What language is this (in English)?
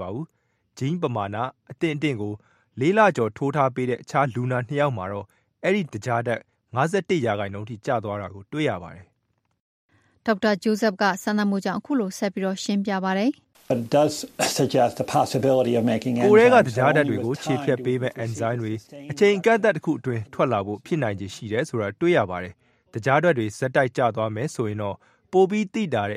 Burmese